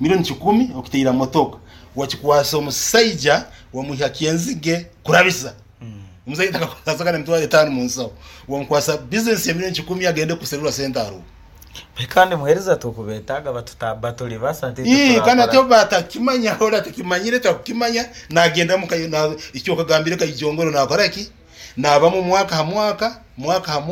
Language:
Nyoro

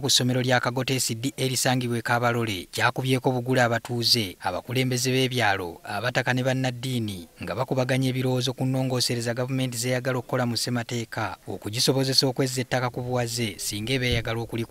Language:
Ganda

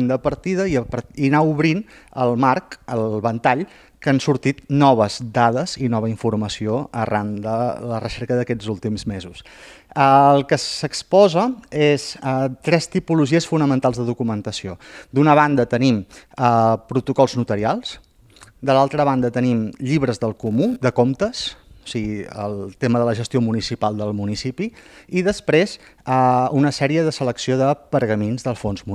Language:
Catalan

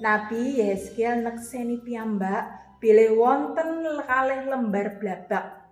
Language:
Javanese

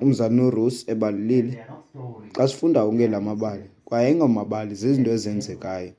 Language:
Xhosa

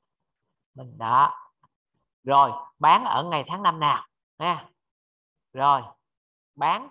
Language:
Vietnamese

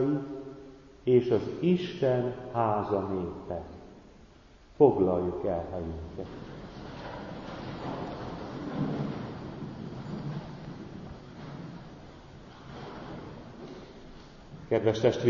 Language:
Hungarian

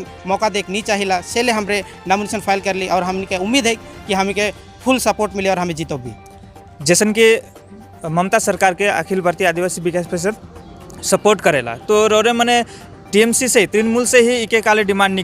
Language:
Sadri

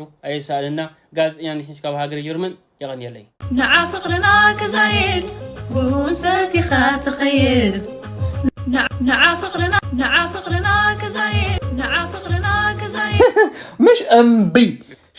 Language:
Tigrinya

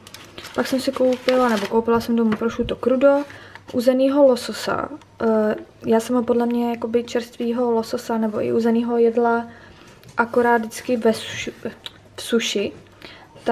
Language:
Czech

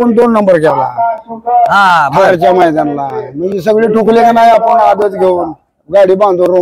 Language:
Marathi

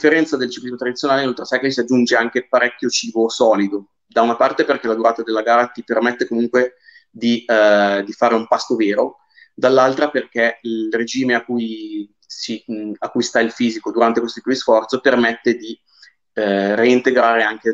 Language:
Italian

